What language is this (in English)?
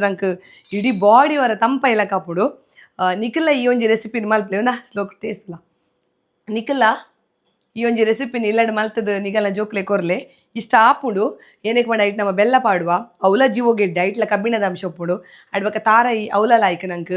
Tulu